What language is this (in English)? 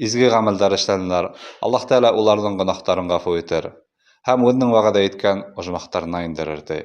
Bashkir